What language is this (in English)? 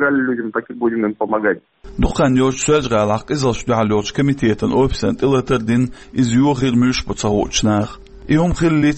Chechen